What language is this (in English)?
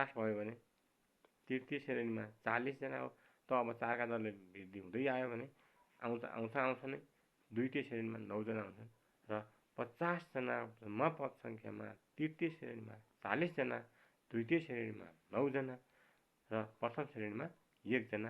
Nepali